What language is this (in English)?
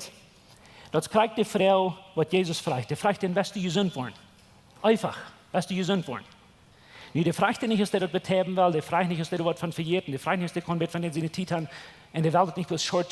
Plautdietsch